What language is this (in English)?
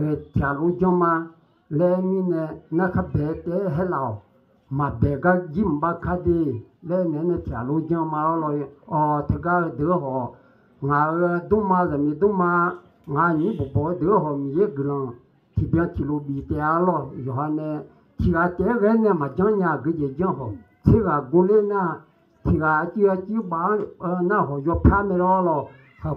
Akha